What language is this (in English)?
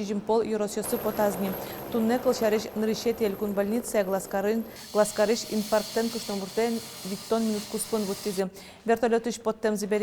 Udmurt